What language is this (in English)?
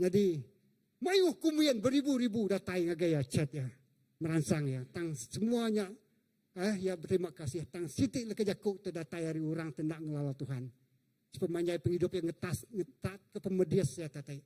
Iban